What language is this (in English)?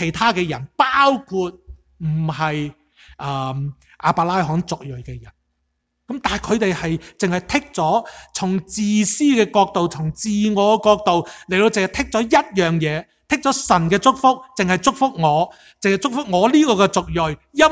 Cantonese